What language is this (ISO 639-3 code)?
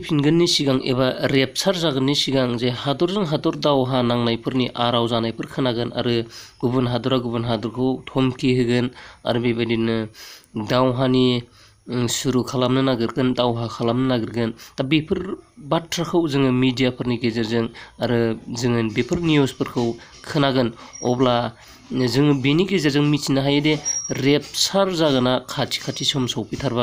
brx